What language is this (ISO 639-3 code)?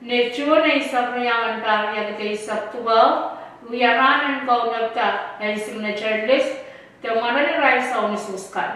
pon